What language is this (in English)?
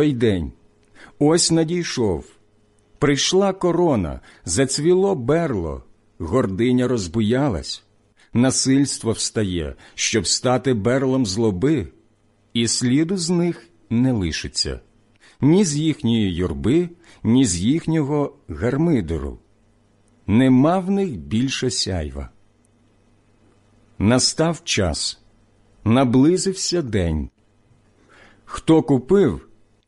Ukrainian